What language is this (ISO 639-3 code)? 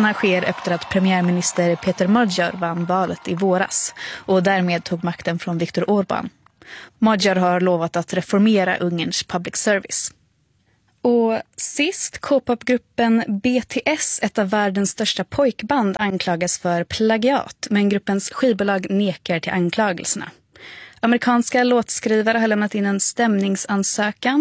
swe